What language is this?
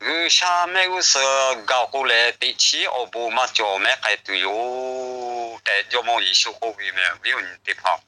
Lahu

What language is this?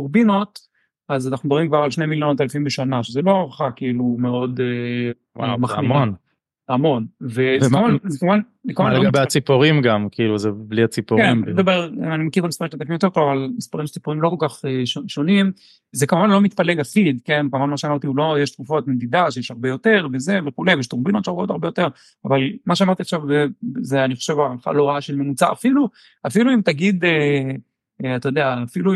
Hebrew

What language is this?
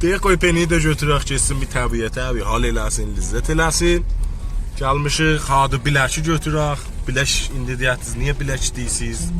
South Azerbaijani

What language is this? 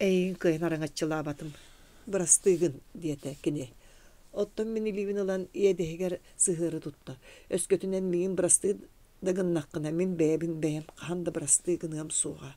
Yakut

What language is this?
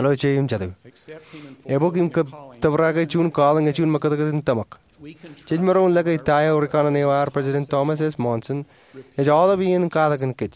Marshallese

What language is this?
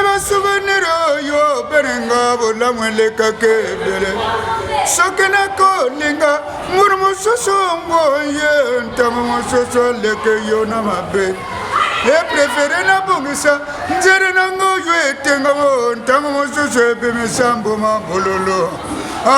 Lingala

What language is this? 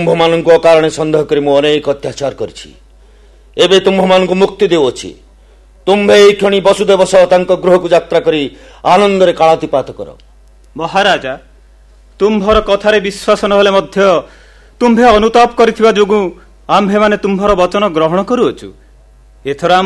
Odia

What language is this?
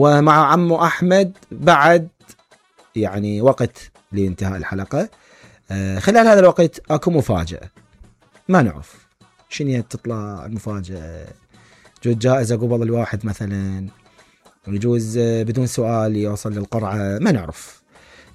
Mesopotamian Arabic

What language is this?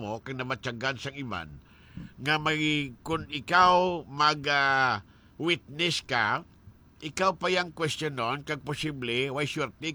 Hiligaynon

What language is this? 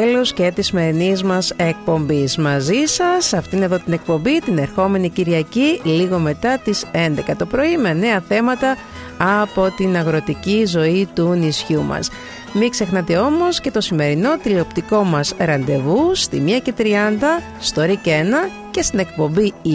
Greek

